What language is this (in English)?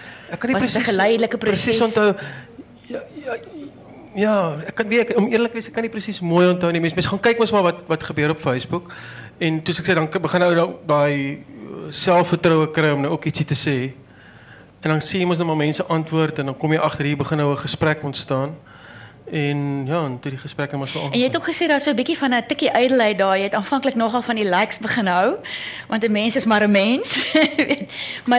Afrikaans